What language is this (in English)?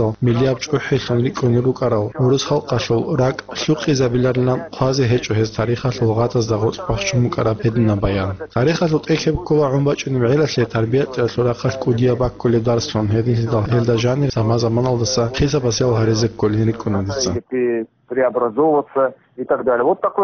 Avaric